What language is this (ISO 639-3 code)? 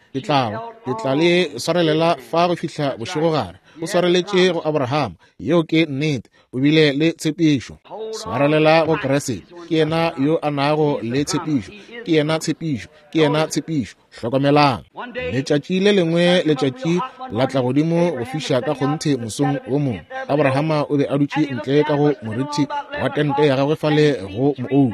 nso